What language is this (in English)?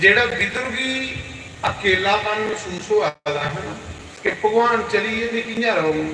Dogri